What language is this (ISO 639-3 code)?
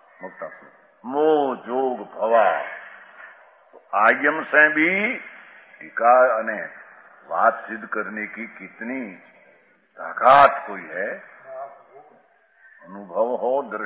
hin